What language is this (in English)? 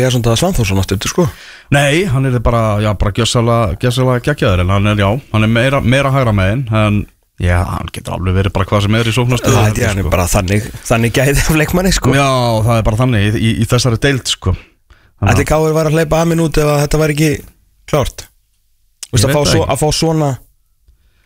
Icelandic